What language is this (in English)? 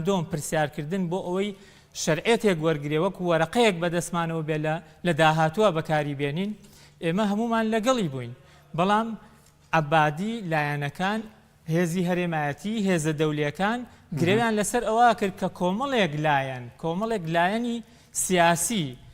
Central Kurdish